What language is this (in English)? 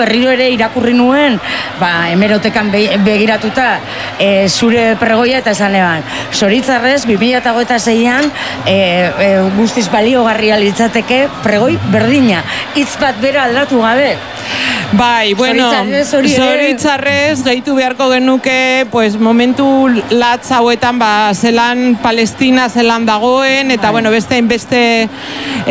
Basque